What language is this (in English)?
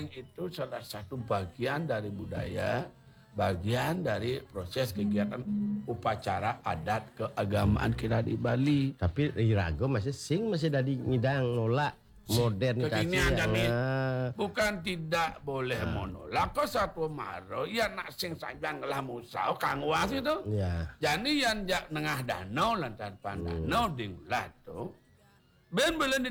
Balinese